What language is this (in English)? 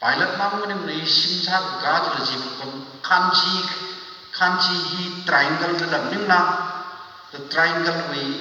Tangkhul Naga (India)